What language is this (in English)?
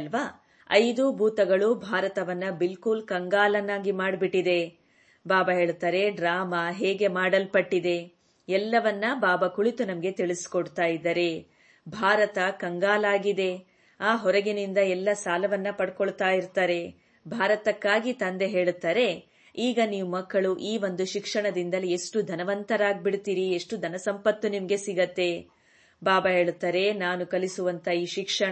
Kannada